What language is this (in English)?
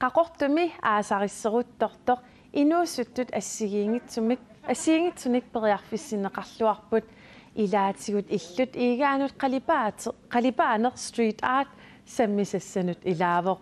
Kalaallisut